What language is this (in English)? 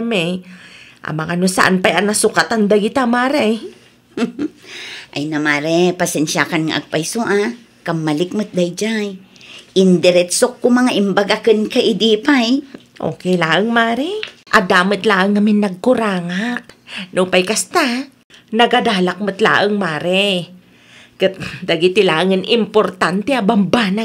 Iloko